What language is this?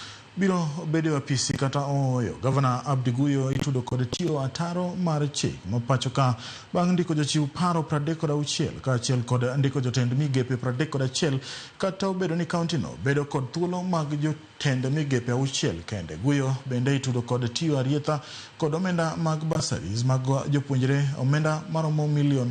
Luo (Kenya and Tanzania)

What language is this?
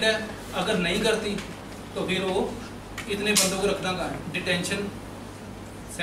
Hindi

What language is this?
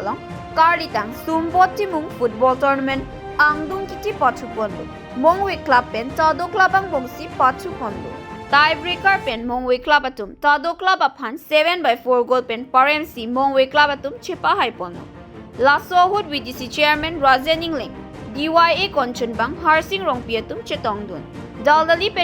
Karbi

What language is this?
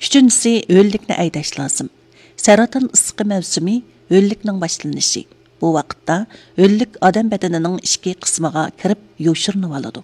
Uyghur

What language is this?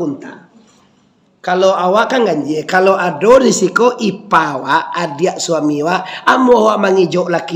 Minangkabau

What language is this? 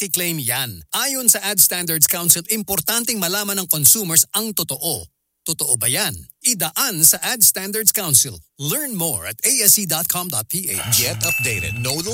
Filipino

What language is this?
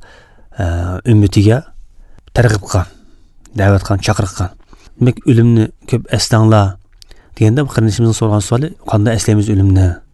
Uzbek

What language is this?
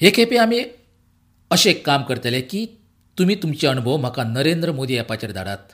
Konkani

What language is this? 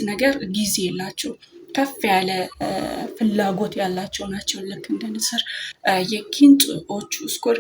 Amharic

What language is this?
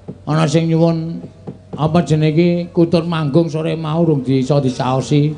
Javanese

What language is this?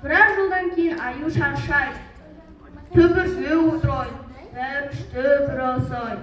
Kazakh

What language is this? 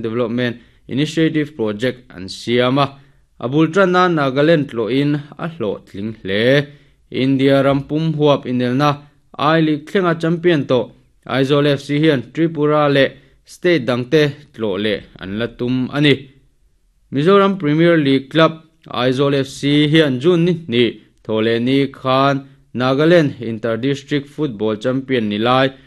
Mizo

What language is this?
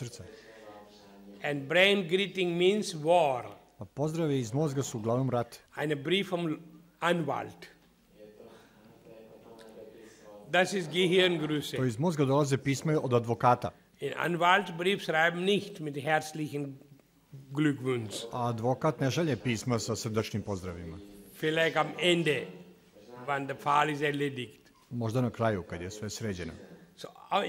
Serbian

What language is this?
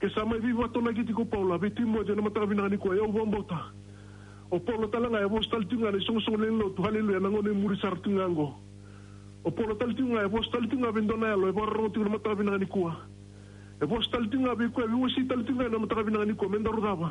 Fijian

